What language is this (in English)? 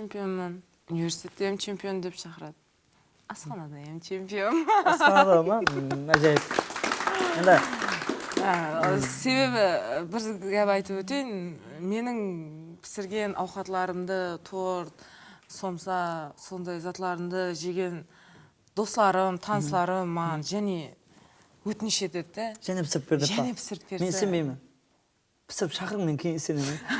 Kara-Kalpak